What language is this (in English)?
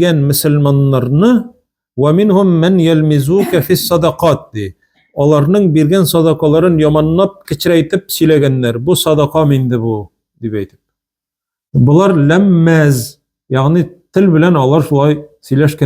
Tatar